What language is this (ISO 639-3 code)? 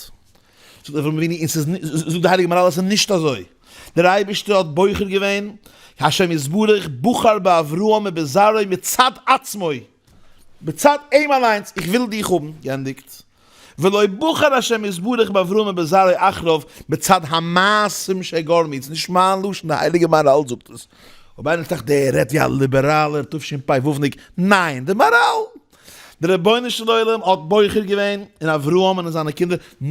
yid